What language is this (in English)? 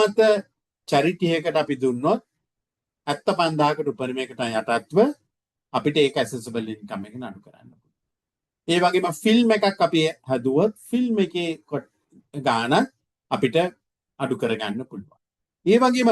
Sinhala